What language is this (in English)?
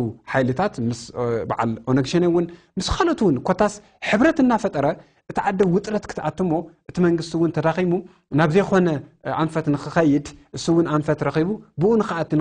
Tigrinya